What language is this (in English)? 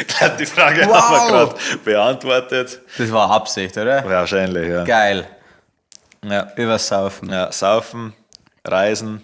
Bavarian